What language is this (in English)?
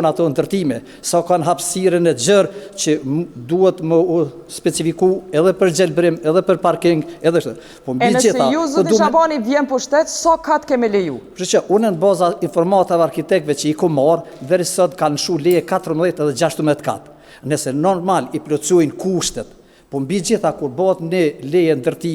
Albanian